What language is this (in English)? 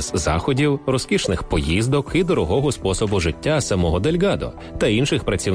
Ukrainian